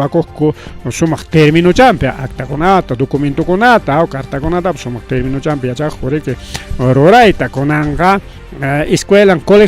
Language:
Ayacucho Quechua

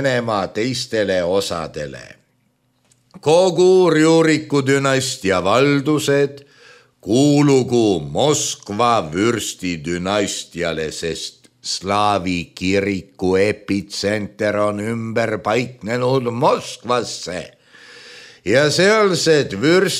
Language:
Estonian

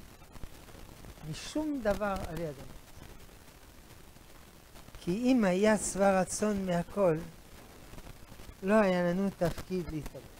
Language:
Hebrew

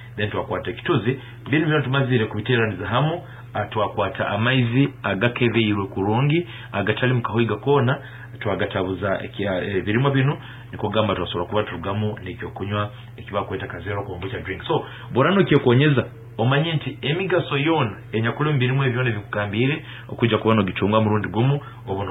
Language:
Nyankole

